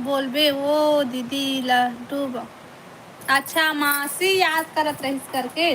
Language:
Chhattisgarhi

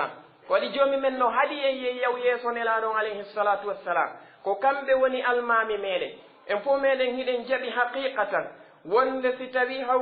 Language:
Pular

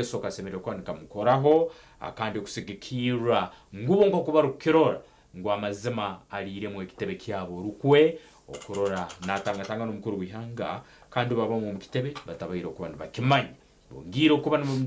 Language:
Nyankole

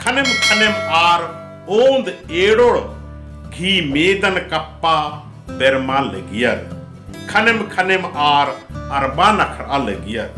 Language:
Kurukh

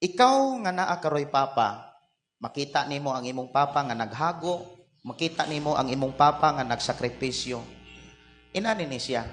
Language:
Cebuano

